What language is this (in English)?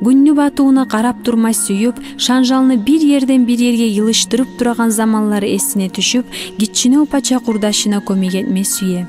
Kumyk